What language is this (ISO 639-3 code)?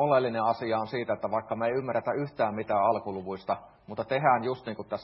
fin